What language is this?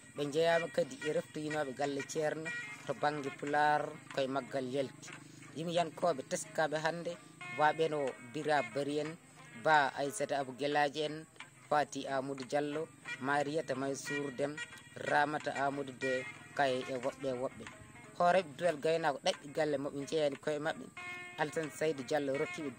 Fula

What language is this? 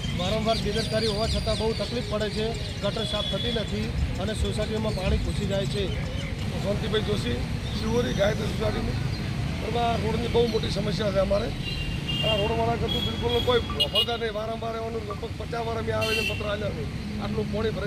Gujarati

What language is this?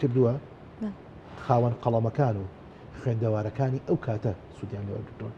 Central Kurdish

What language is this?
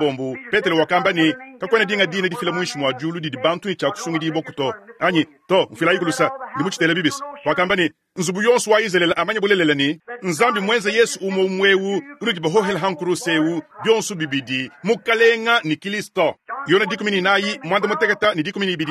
Luba-Lulua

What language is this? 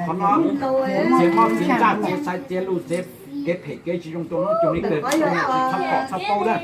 Hmong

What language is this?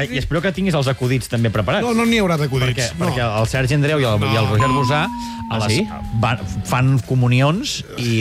Catalan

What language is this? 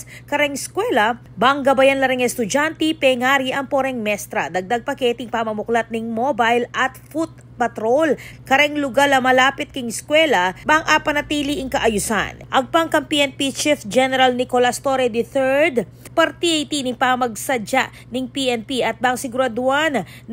Pampanga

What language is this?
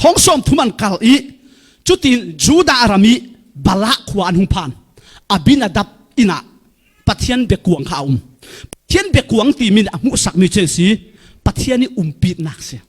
Falam Chin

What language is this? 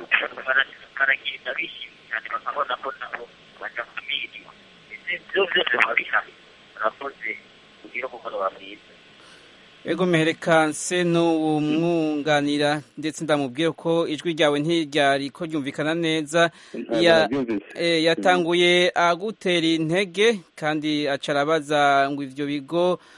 Kinyarwanda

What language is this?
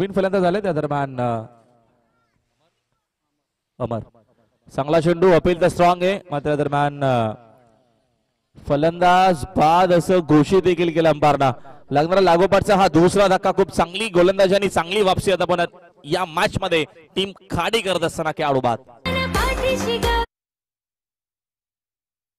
Marathi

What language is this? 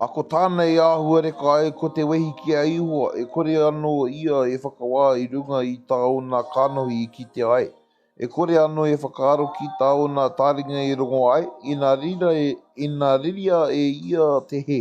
Māori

